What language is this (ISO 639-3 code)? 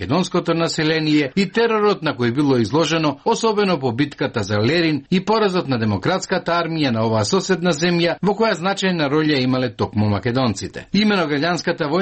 mkd